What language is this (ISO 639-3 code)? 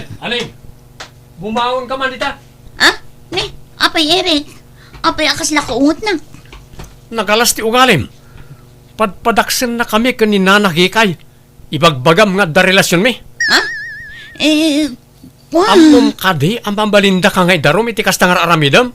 ilo